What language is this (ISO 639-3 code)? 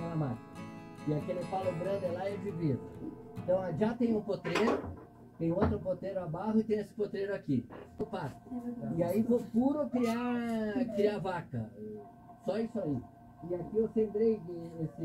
por